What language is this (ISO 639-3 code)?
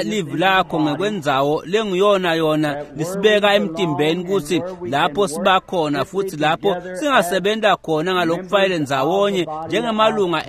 ssw